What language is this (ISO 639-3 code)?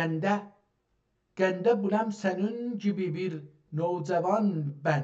azb